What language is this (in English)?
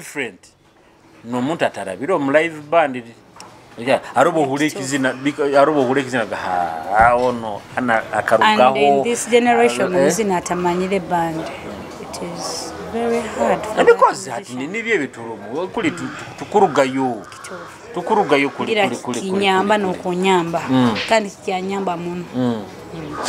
Nyoro